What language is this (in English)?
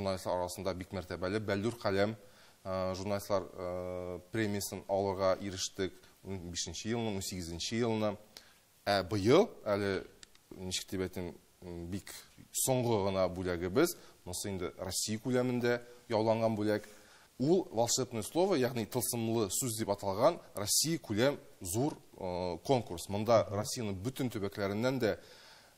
Tatar